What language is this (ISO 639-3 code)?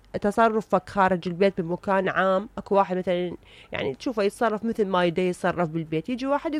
acm